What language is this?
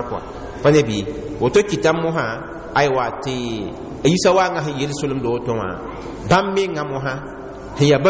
Mossi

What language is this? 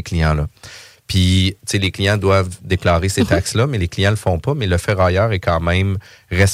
French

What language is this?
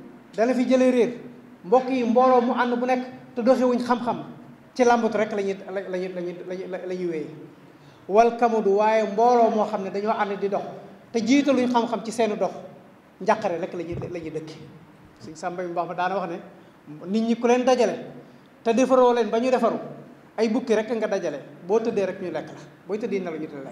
Wolof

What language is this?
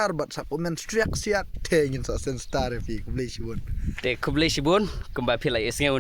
Khasi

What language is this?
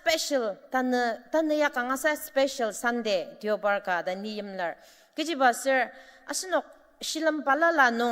Ao Naga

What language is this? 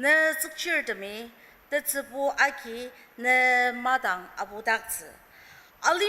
Ao Naga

